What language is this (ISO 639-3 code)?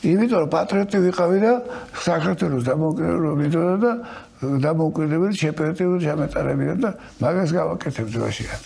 kat